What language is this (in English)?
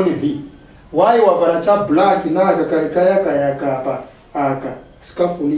Nyanja